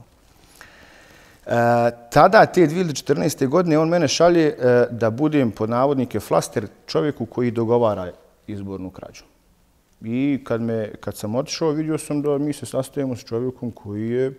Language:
Bosnian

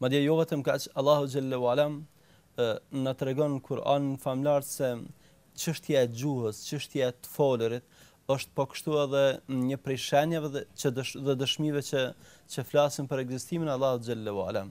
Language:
Albanian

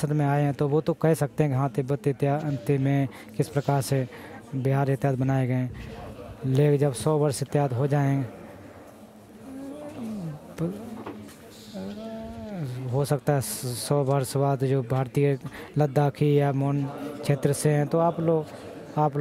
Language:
Hindi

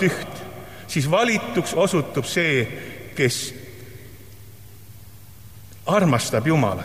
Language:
Estonian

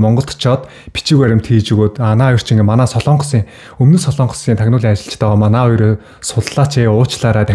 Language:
Mongolian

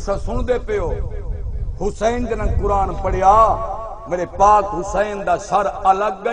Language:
Saraiki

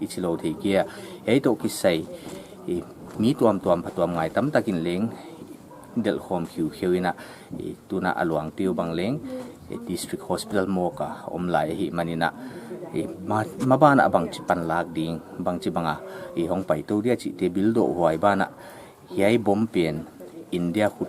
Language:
Paite Chin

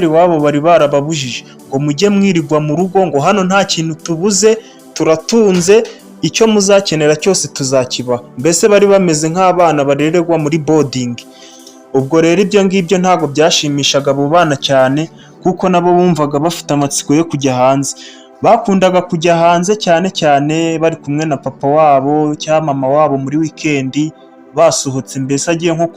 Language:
Kinyarwanda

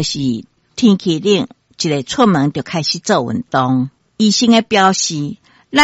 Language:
Min Nan Chinese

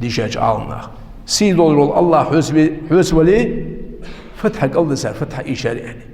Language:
Ingush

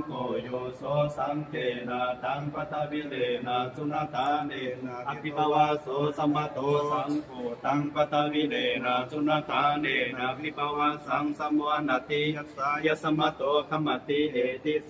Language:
Pali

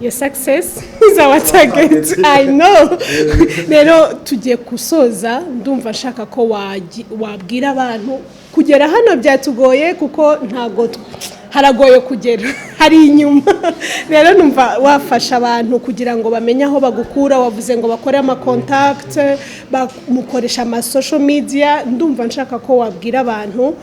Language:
Kinyarwanda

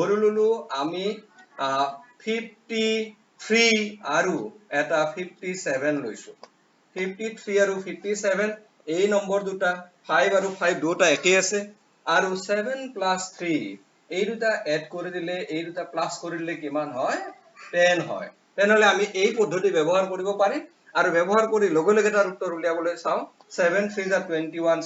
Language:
Assamese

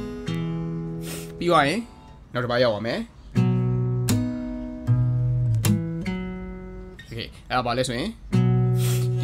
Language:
Burmese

